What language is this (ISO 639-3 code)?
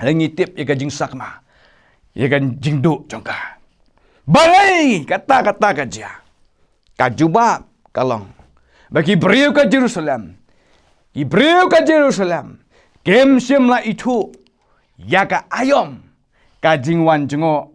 kha